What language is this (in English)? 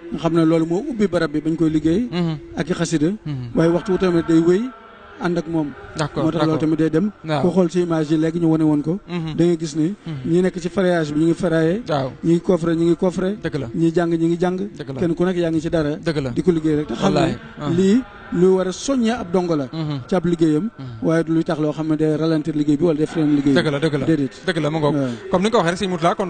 Wolof